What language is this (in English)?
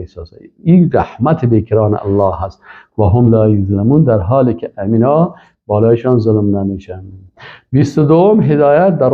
Persian